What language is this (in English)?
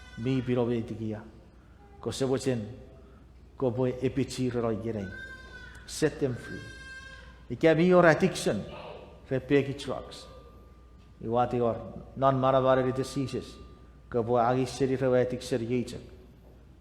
Chuukese